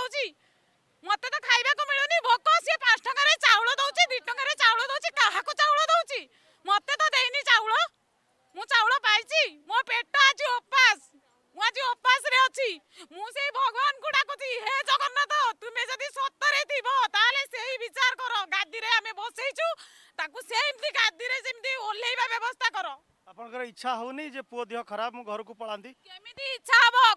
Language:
Odia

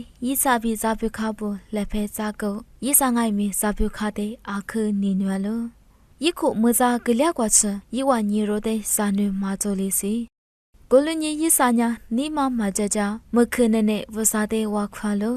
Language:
Lisu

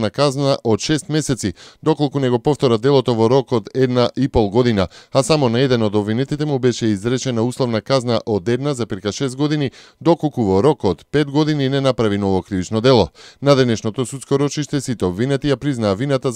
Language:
Macedonian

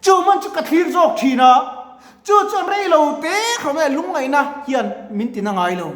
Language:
Mizo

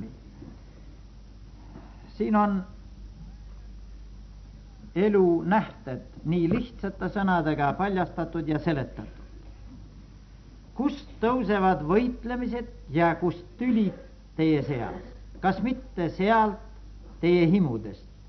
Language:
Estonian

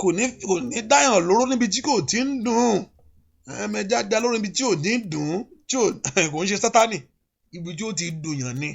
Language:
Yoruba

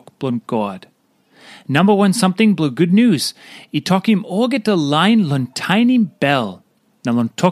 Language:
Tok Pisin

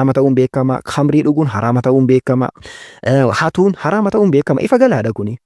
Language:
Oromo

